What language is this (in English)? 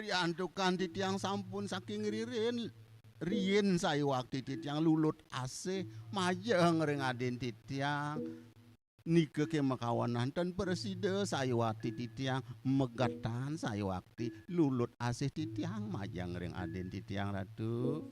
Balinese